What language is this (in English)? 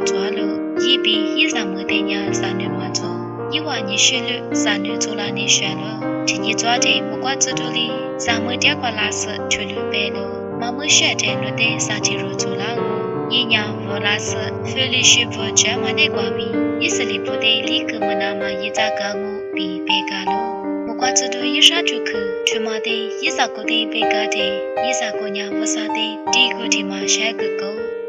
Lisu